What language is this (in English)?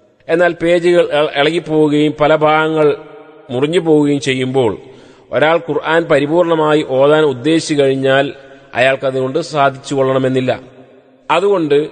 Malayalam